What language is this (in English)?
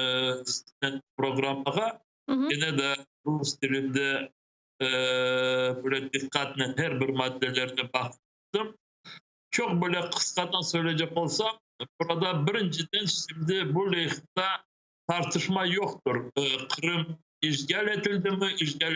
Crimean Tatar